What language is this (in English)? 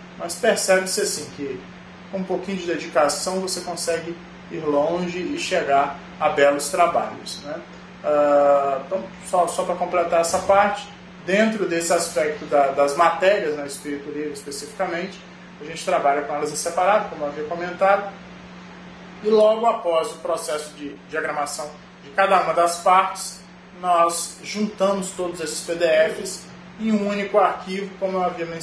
Portuguese